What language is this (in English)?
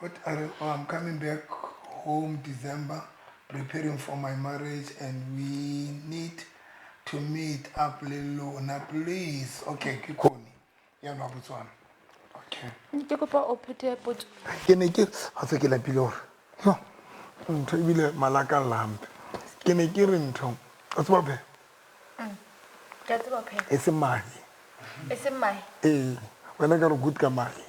Southern Sotho